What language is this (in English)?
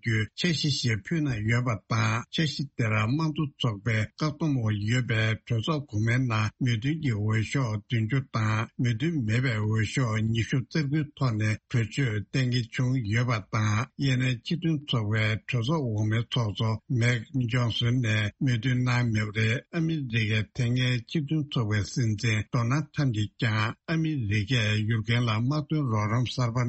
Tibetan